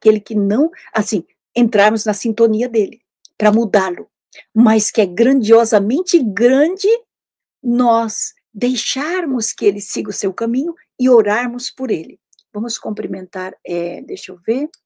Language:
Portuguese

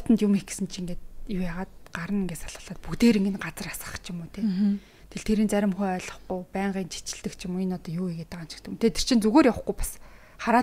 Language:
Mongolian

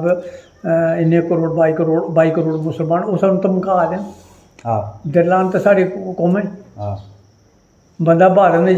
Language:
Dogri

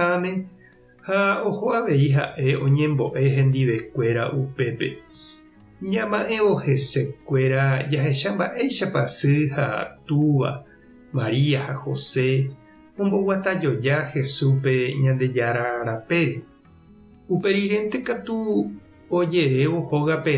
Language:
Guarani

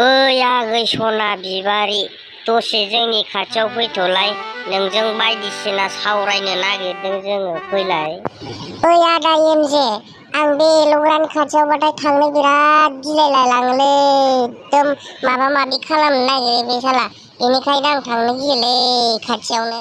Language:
Bodo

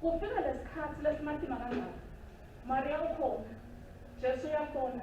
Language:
Swati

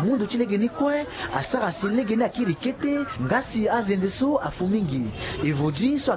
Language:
Sango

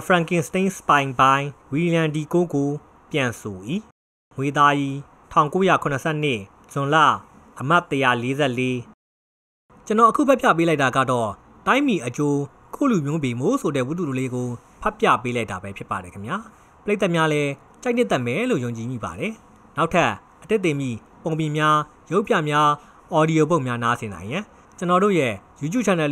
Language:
Burmese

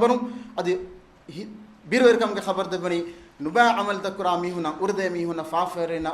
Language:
Divehi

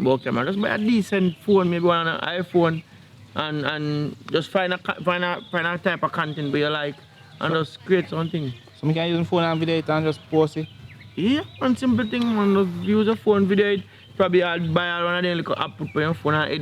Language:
Jamaican Creole English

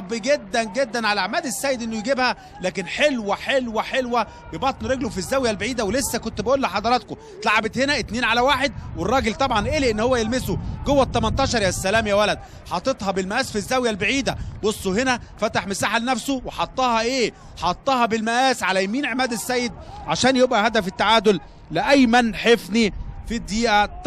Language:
Egyptian Arabic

